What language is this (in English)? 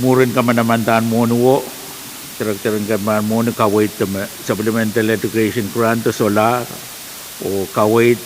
Pohnpeian